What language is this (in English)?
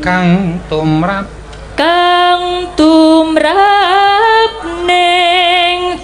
Javanese